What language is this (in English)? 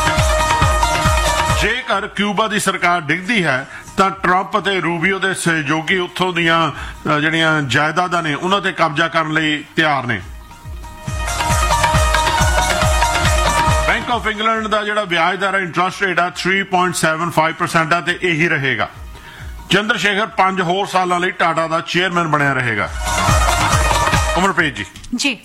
Punjabi